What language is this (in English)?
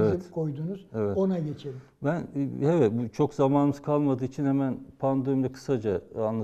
Turkish